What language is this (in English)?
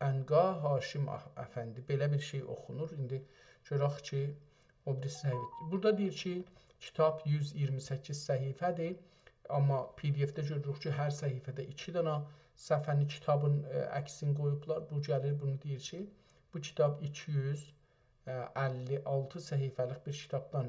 South Azerbaijani